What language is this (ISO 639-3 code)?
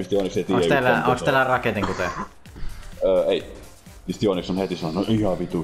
fin